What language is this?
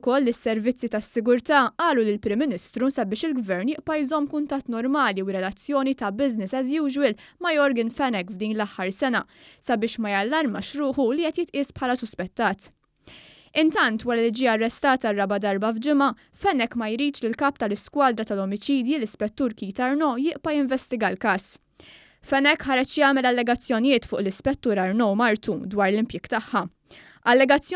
Maltese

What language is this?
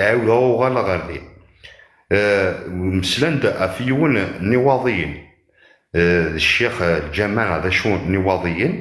Kabyle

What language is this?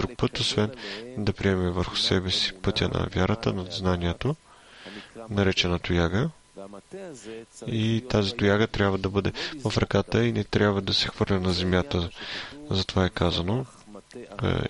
Bulgarian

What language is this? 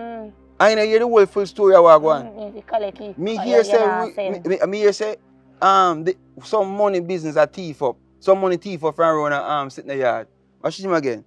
Jamaican Creole English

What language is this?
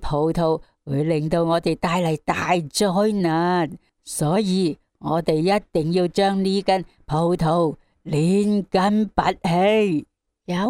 Cantonese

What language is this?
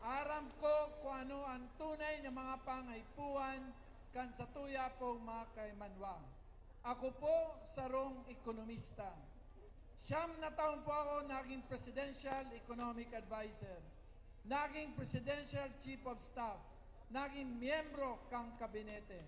Bikol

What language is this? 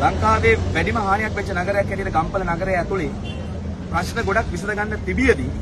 Sinhala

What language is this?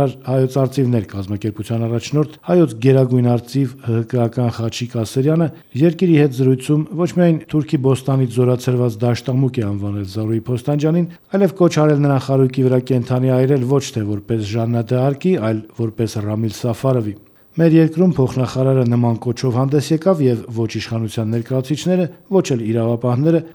Armenian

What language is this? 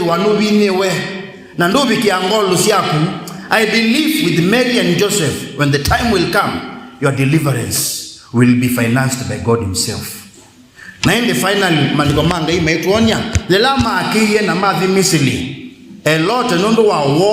Kamba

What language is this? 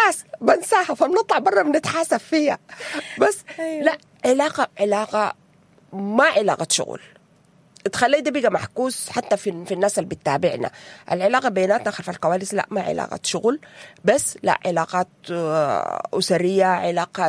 Sudanese Arabic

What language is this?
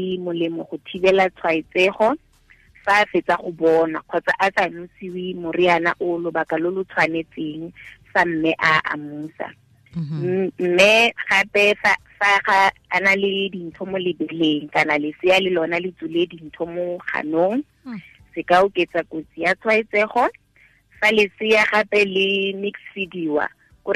Tswana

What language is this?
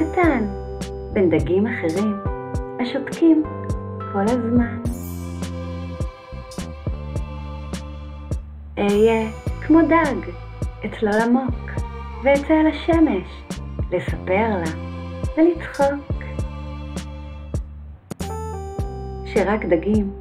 Hebrew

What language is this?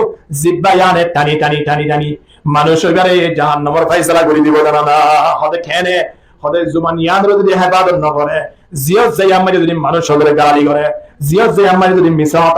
Rohingya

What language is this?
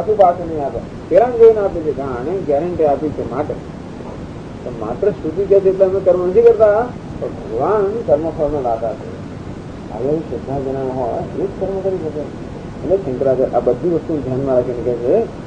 Gujarati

